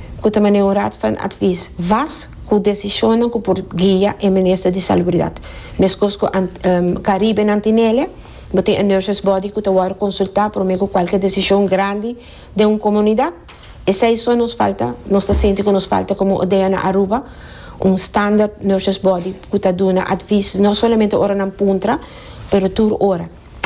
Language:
Papiamento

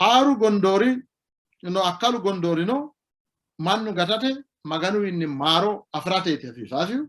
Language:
Sidamo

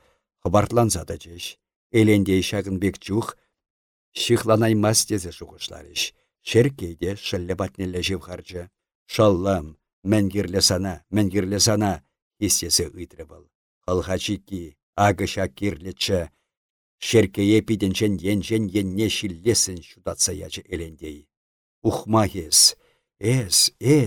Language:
Chuvash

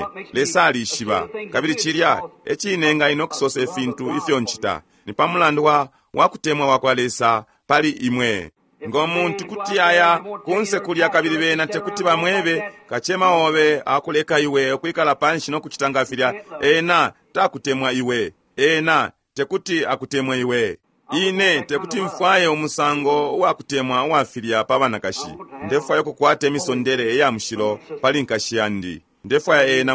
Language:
Bemba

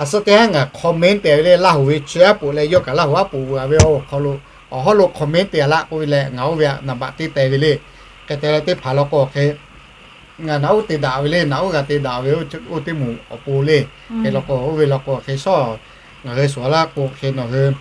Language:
Lahu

